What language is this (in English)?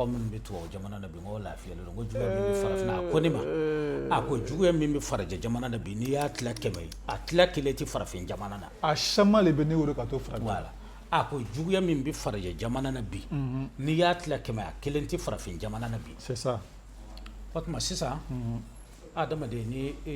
Bambara